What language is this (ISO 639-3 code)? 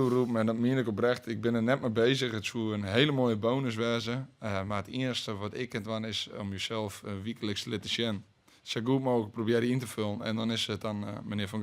fry